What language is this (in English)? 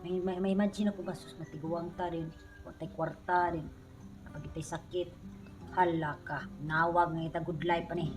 Cebuano